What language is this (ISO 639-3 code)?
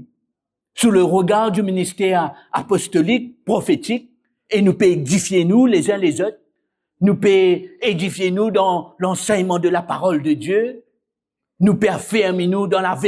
mfe